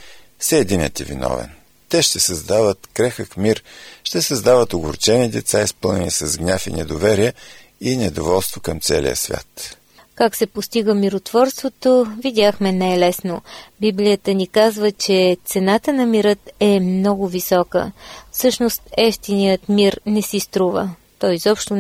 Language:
Bulgarian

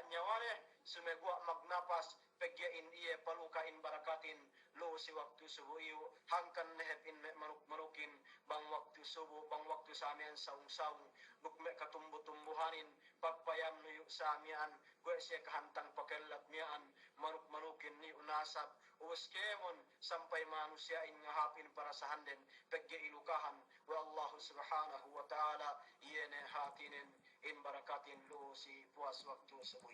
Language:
Yakan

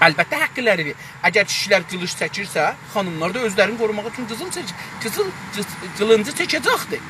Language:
South Azerbaijani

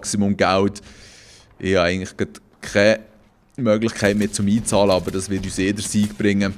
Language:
Swiss German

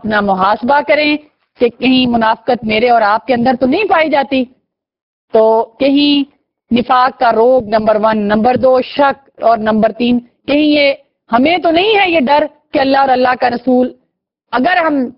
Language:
Urdu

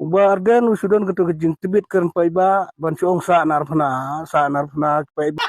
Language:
Khasi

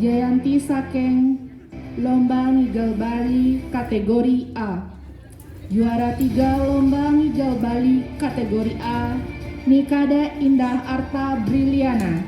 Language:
Balinese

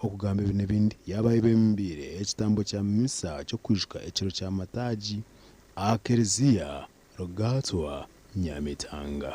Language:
Nyankole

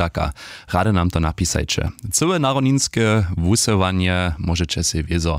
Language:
Upper Sorbian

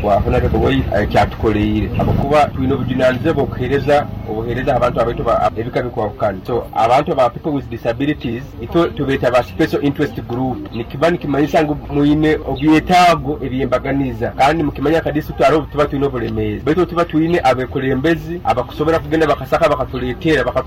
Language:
Nyoro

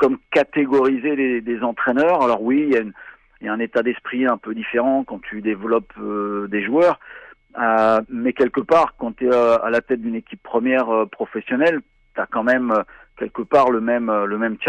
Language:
French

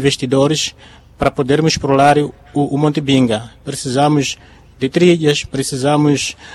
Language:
Portuguese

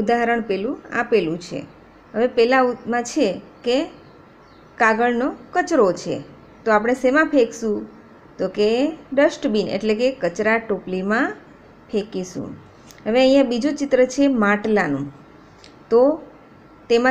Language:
Gujarati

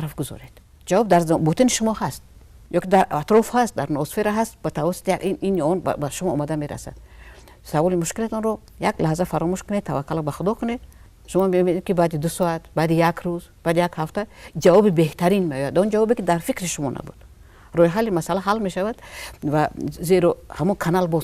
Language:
Tajik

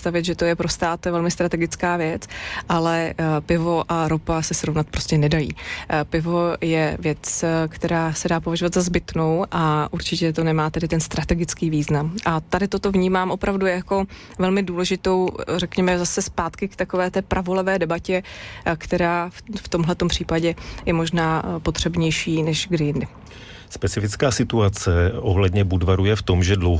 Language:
Czech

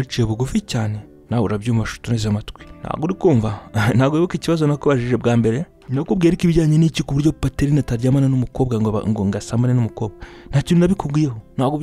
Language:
Kinyarwanda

